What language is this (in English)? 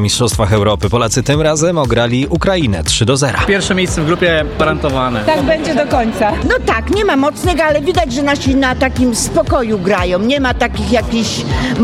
Polish